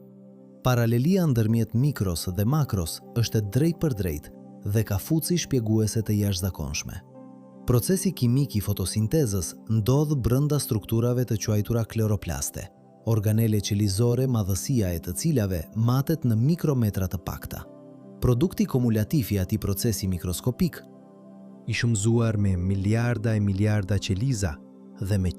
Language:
Albanian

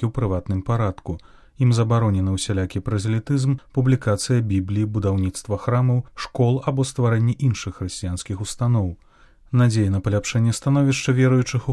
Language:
Belarusian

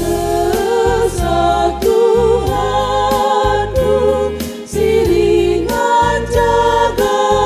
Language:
Batak Karo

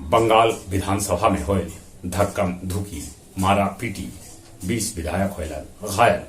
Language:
Magahi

